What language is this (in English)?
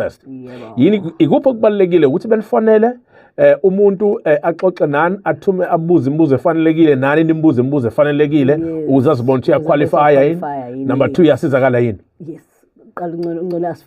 Zulu